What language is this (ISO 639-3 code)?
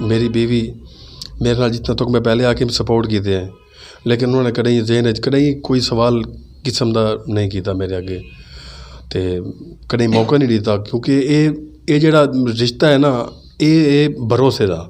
skr